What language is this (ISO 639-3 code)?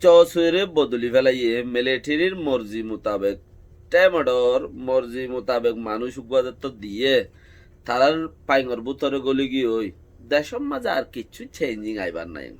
rhg